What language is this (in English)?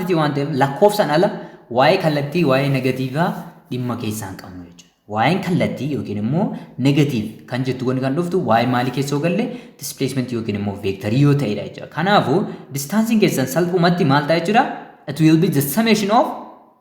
Oromo